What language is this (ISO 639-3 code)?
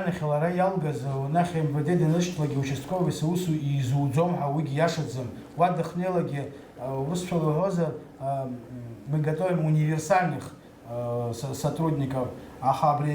abk